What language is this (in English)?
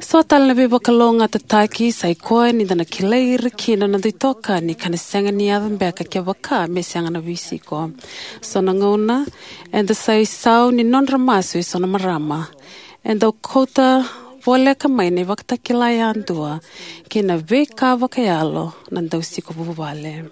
Fijian